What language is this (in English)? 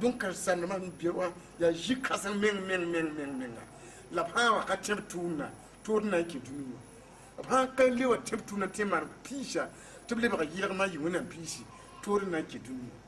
Mossi